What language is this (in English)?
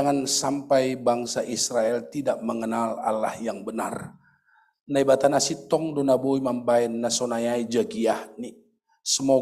Batak Simalungun